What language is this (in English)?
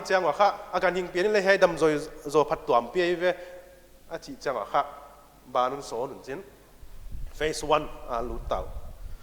Paite Chin